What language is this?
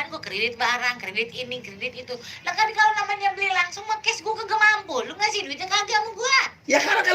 Betawi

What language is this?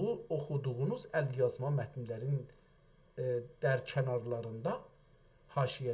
South Azerbaijani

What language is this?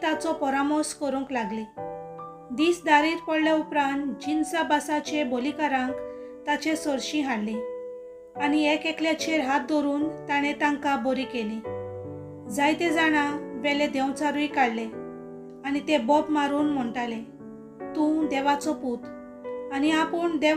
Konkani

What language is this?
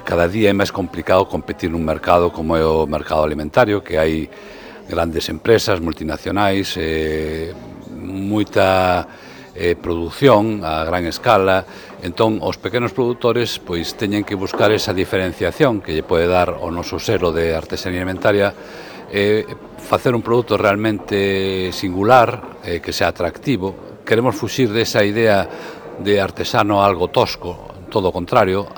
Galician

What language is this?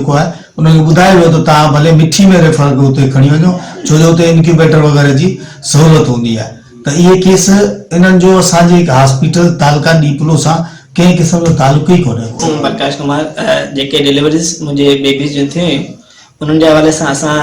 Sindhi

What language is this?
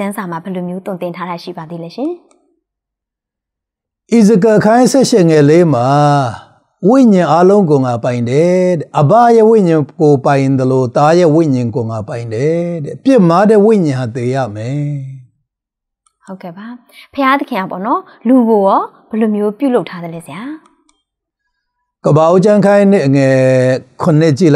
Burmese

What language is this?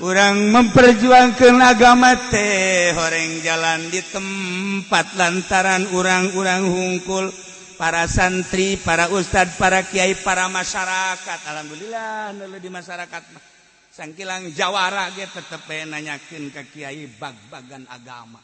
Sundanese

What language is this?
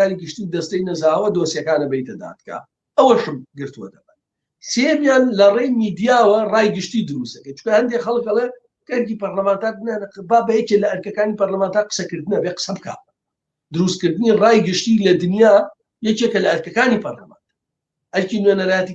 Central Kurdish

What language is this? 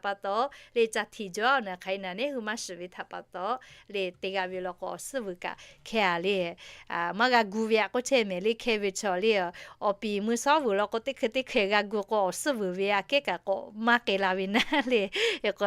Lahu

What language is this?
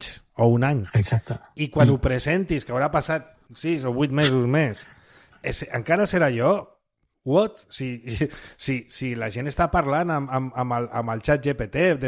Catalan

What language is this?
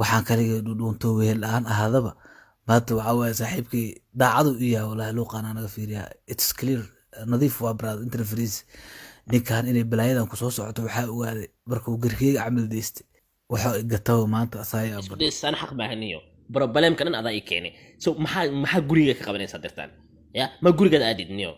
Somali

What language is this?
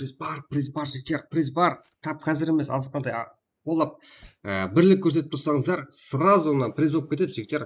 Kara-Kalpak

